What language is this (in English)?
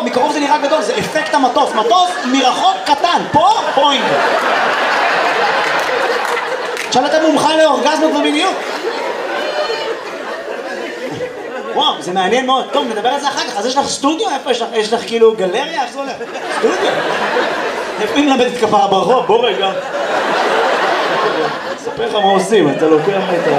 Hebrew